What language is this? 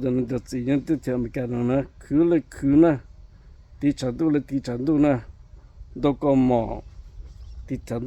Hmong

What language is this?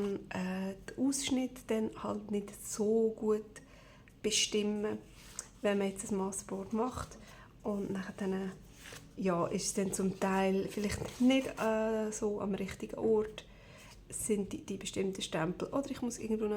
Swiss German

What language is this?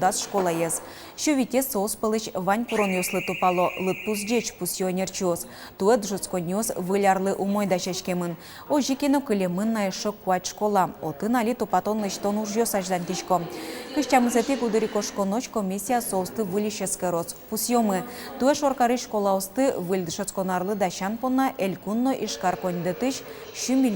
Udmurt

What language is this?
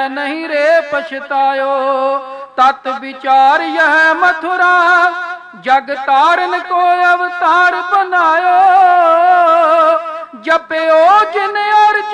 Punjabi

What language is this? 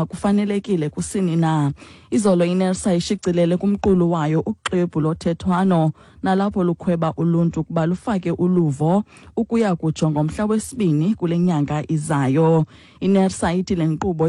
Xhosa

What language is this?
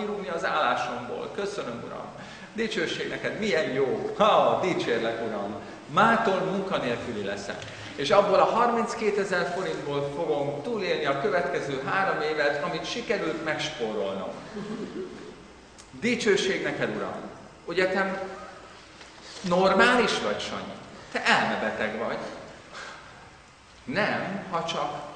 Hungarian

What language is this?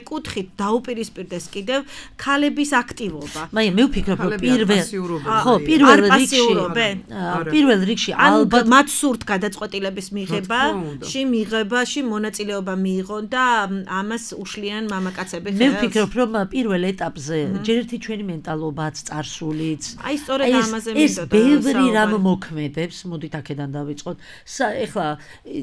Georgian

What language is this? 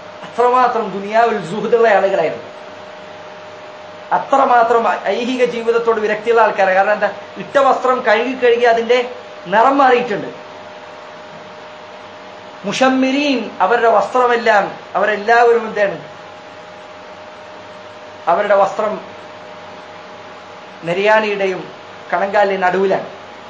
Malayalam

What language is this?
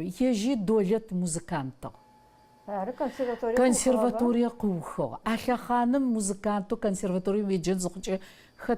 Adyghe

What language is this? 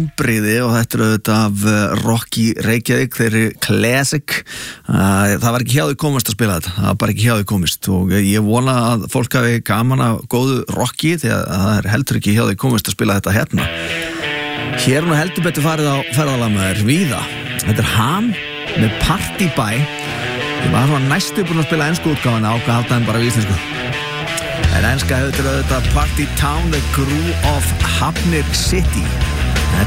Icelandic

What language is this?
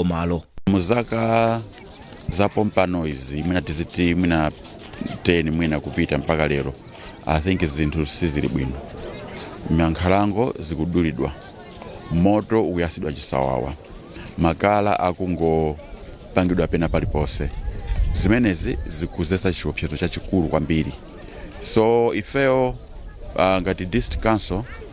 Nyanja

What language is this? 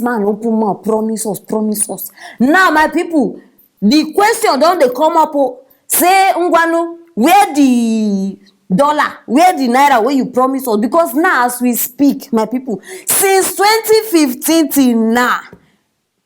Nigerian Pidgin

